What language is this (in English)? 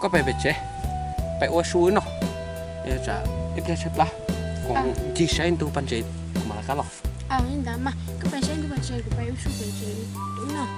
Hmong